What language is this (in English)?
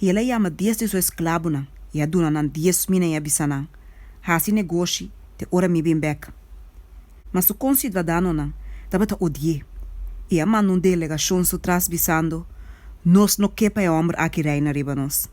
Papiamento